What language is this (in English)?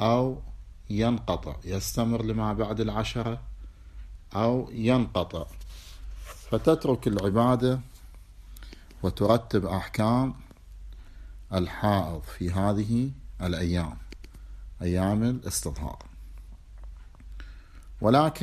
Arabic